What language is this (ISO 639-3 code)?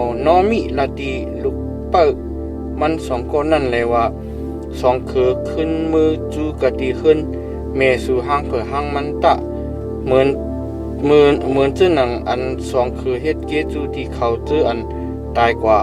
shn